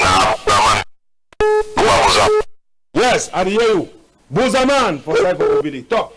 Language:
Cameroon Pidgin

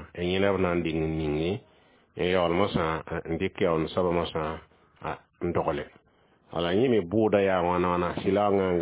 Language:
Mossi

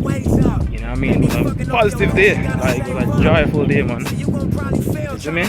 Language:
Jamaican Creole English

